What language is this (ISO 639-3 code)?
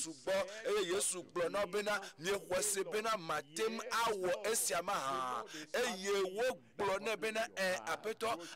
ewe